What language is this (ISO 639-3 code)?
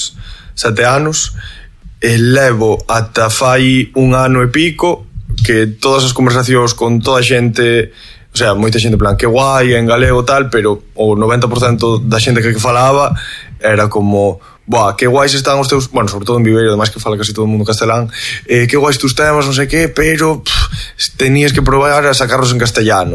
glg